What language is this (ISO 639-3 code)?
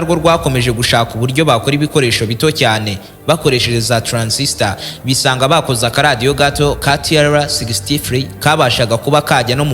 kin